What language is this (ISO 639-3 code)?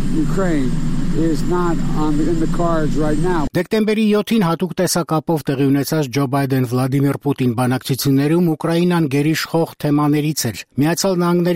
hye